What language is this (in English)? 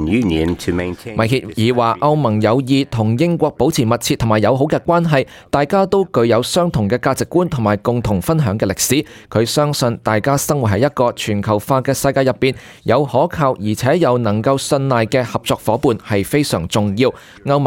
Cantonese